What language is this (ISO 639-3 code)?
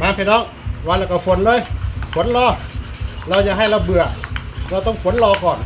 tts